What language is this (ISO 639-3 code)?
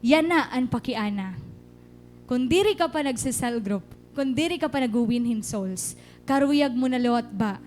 war